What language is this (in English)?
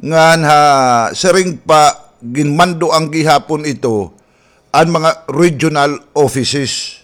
Waray